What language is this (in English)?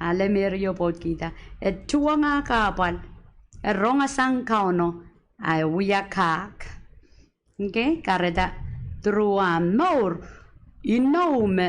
Pohnpeian